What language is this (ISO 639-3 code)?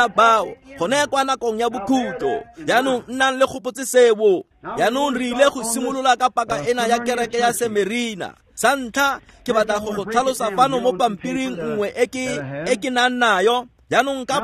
tsn